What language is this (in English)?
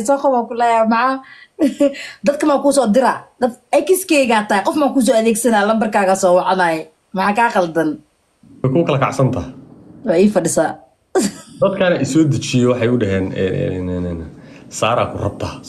Somali